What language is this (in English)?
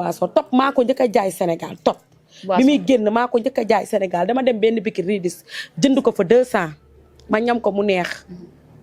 Wolof